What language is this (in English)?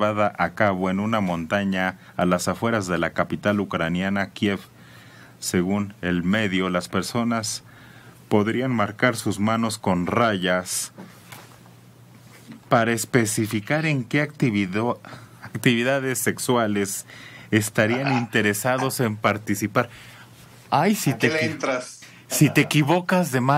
Spanish